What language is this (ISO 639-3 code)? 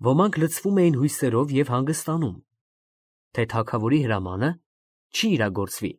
hye